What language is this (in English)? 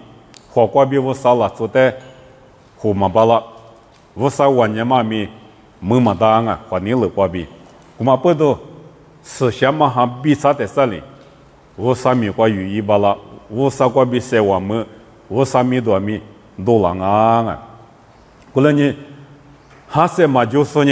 Lisu